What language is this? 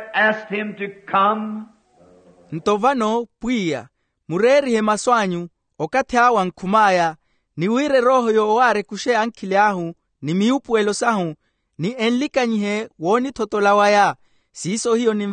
Makhuwa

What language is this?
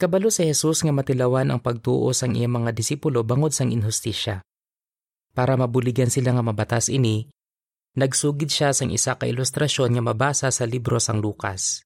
Hiligaynon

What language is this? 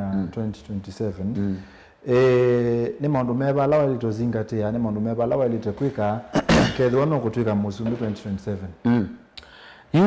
Kamba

